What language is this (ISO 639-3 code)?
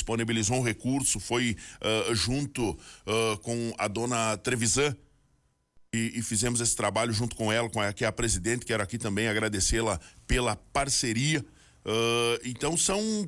por